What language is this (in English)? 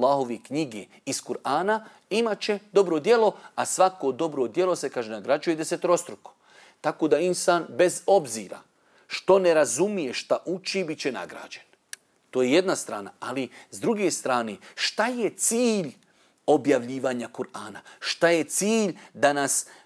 Bosnian